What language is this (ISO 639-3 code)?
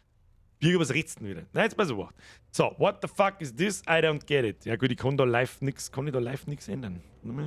bar